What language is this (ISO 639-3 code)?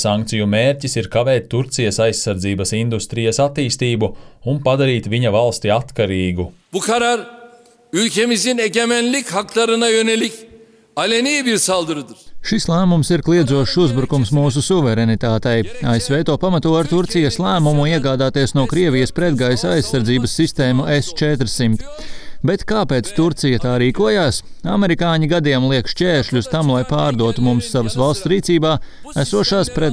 lav